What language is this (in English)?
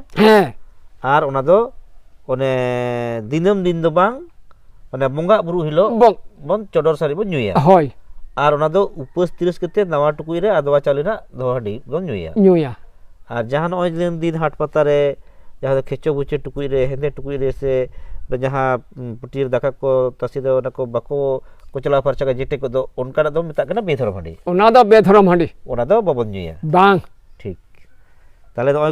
Santali